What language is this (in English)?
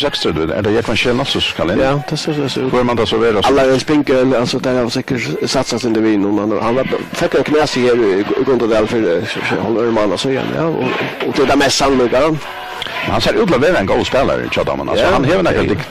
Faroese